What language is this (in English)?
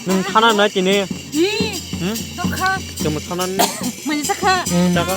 Kok Borok